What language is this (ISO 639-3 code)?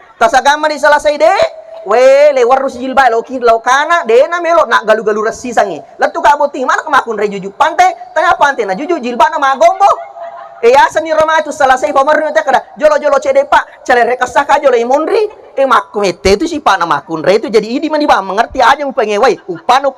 bug